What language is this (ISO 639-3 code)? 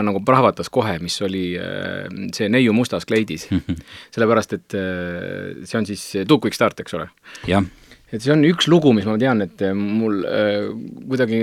est